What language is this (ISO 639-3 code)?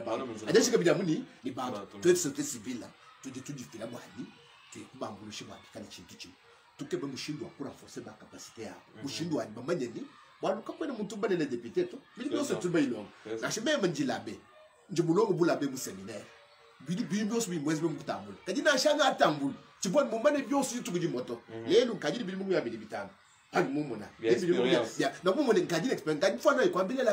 lua